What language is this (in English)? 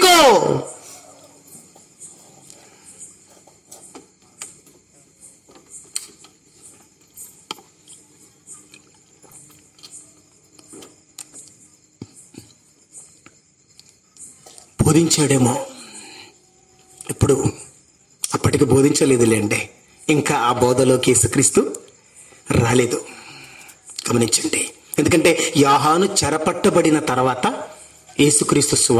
Telugu